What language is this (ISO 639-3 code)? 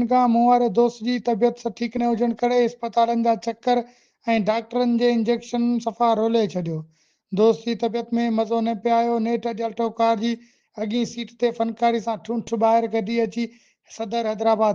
snd